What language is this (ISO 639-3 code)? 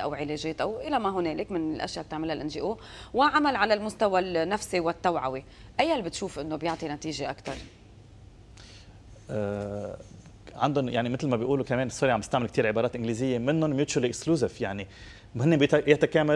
apc